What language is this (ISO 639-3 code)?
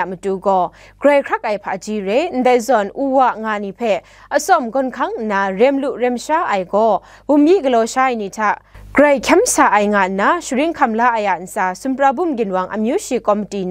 kac